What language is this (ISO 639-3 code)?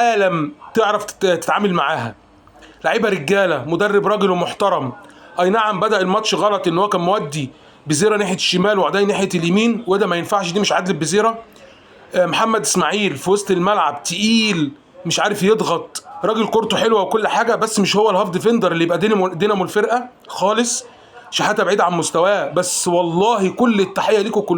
arz